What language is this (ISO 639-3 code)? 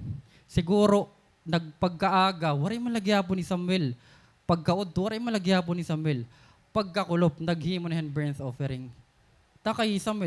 war